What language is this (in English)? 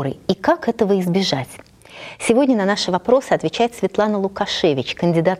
Russian